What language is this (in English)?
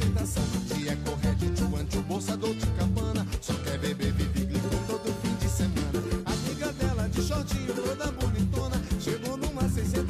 Portuguese